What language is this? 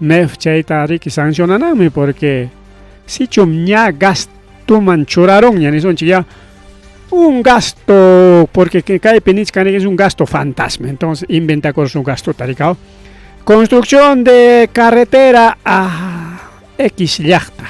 Ayacucho Quechua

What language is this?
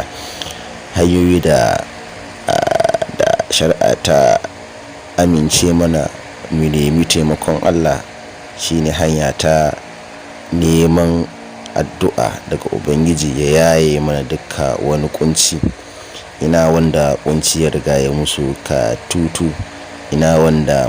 Hausa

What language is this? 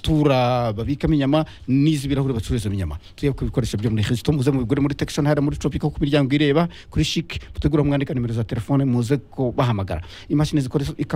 Kinyarwanda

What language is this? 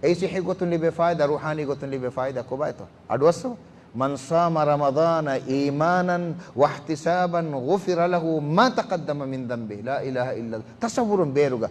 Divehi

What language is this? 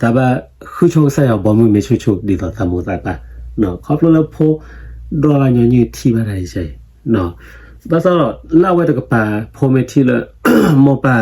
S'gaw Karen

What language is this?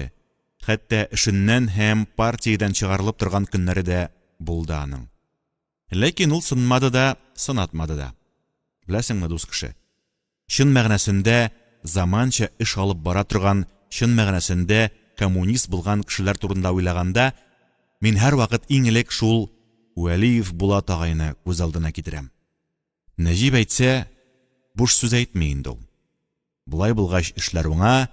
Tatar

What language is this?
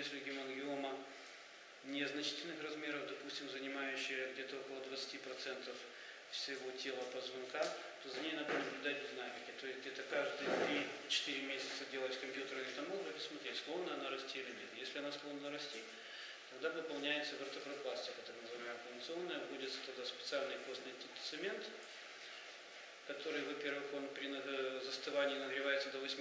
Russian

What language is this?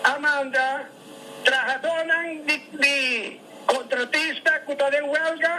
Papiamento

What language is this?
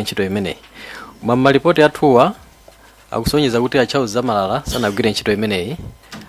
Nyanja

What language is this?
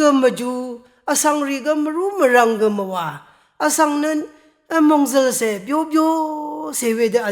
Rawang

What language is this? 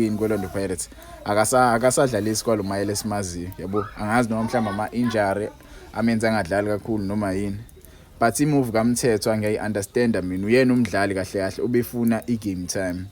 Zulu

